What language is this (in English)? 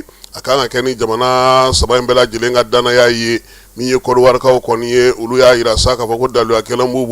Bambara